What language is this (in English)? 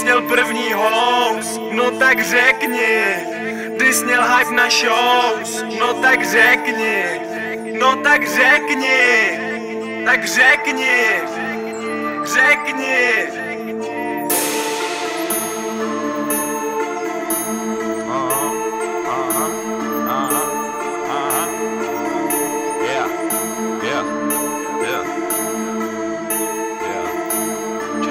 Czech